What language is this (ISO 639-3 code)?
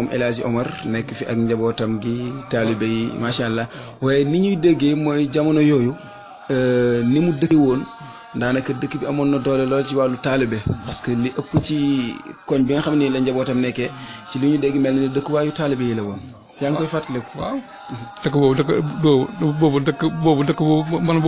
wol